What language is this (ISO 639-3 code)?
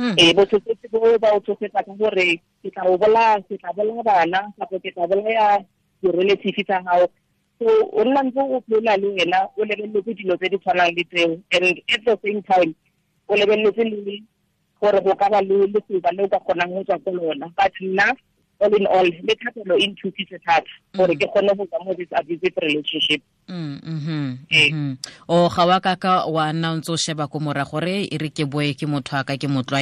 tsn